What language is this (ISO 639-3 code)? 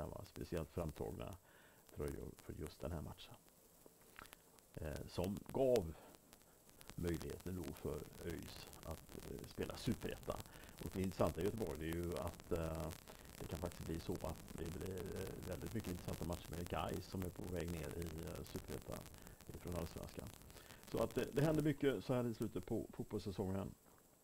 swe